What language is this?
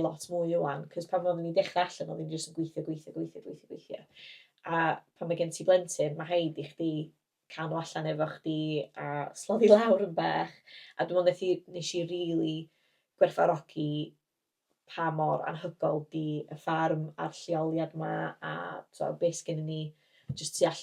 Welsh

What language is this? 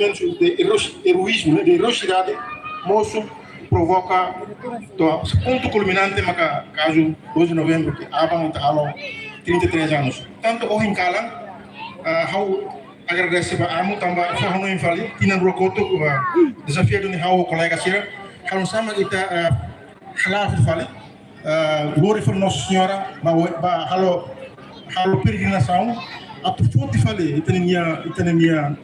Tetum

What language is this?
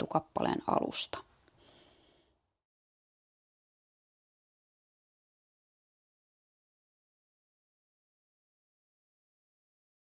Finnish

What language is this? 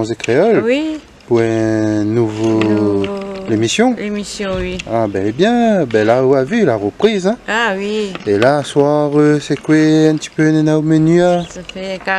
Réunion Creole French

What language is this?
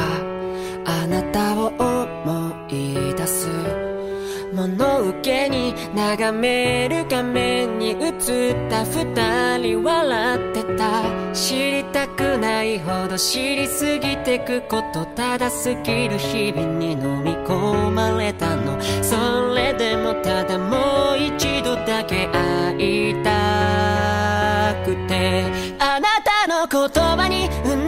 Japanese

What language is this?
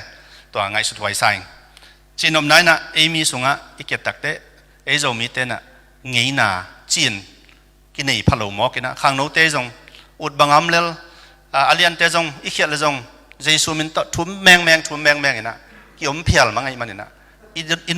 Tedim Chin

